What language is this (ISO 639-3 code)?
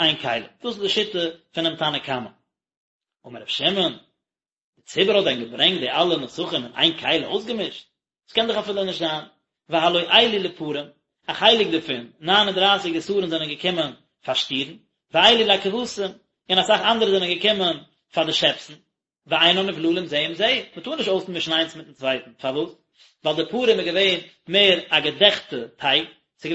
yid